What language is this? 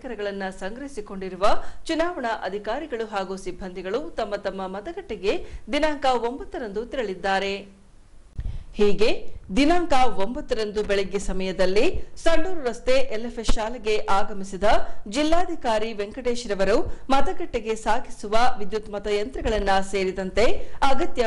Kannada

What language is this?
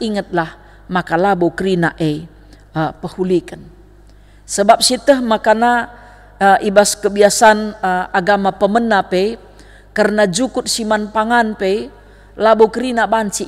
Batak Karo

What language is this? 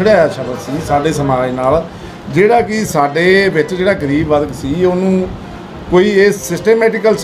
Punjabi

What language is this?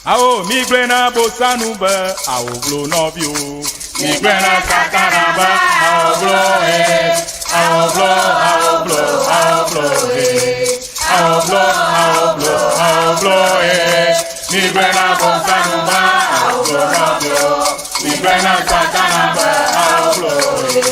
Ewe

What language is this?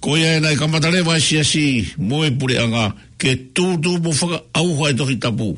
Tongan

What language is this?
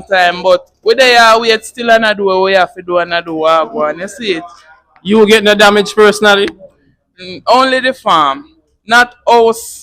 Jamaican Creole English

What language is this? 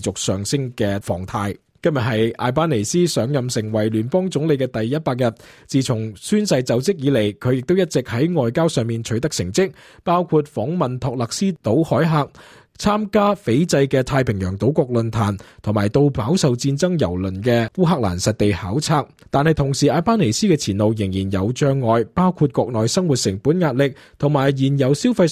Cantonese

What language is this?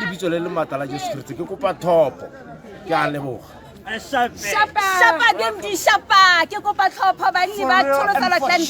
Tswana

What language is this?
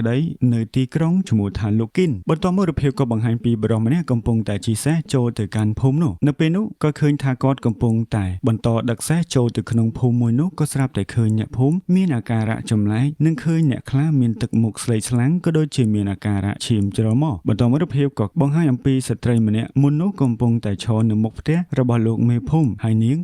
Khmer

